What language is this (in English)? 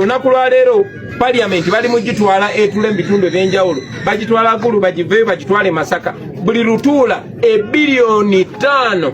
Ganda